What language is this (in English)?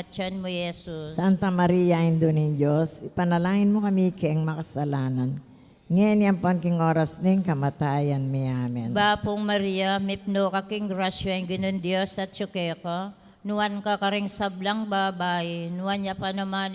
Pampanga